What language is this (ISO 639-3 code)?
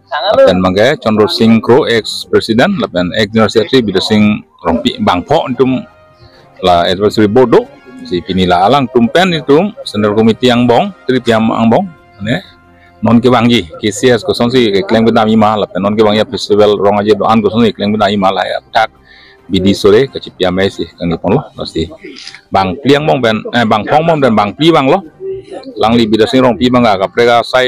mjw